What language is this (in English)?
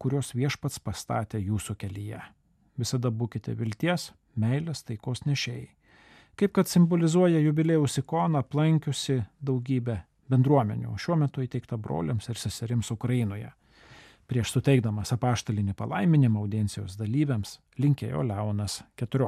Lithuanian